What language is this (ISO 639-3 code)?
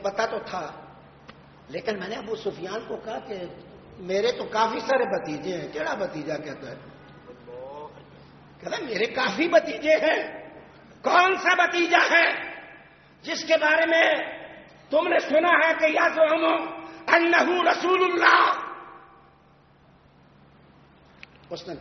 urd